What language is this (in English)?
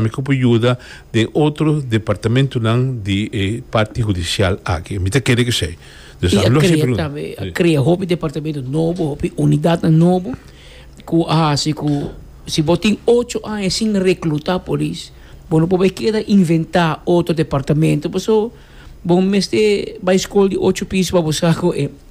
Papiamento